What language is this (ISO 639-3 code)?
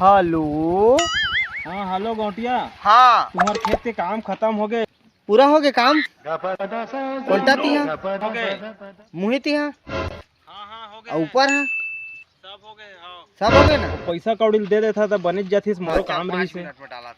hne